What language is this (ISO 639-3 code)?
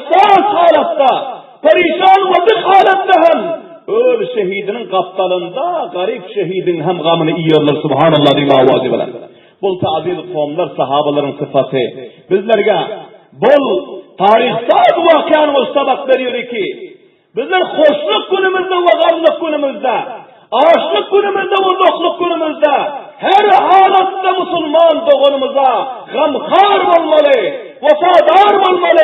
tuk